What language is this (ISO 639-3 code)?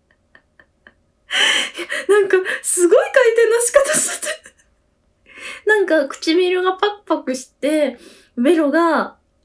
jpn